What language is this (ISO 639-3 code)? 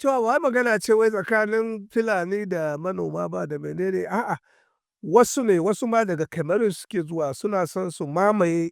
hau